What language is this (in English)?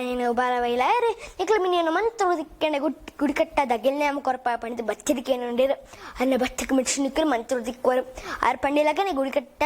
Tulu